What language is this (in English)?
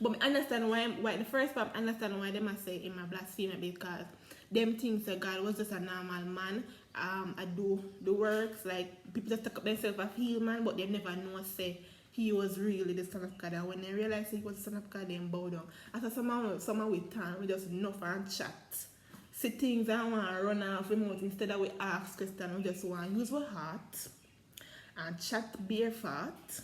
Jamaican Creole English